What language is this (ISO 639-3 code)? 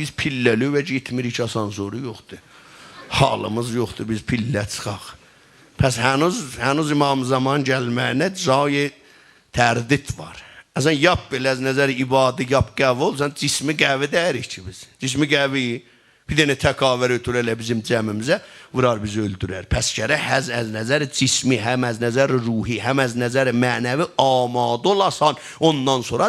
azb